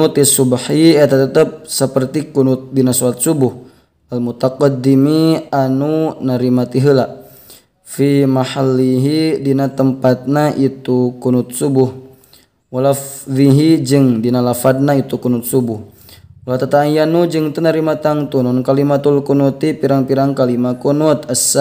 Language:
Sundanese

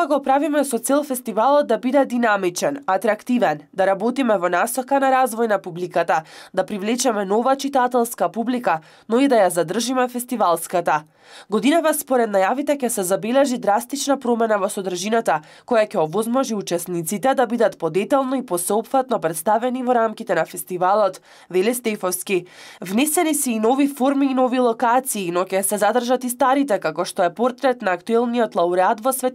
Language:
Macedonian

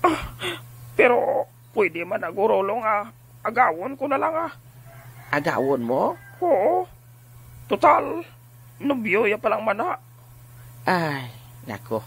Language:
Hiligaynon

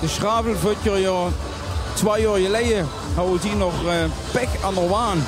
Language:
Limburgish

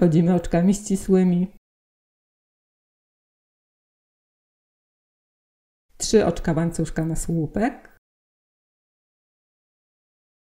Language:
Polish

